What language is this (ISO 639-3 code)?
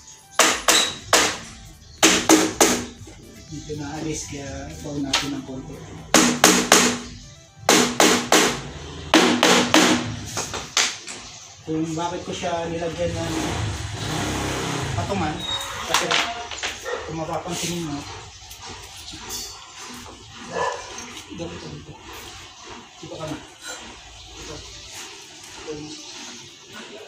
fil